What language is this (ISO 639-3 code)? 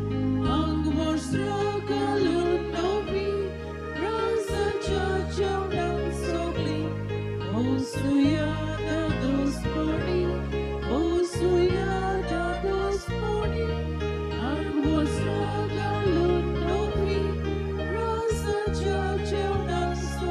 kok